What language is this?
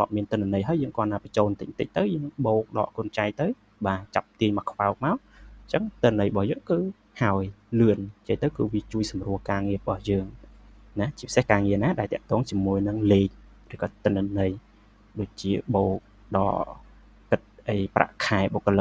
Khmer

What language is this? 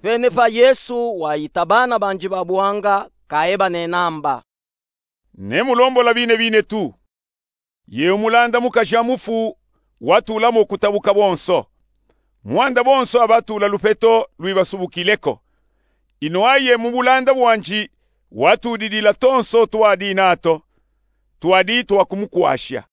Luba-Katanga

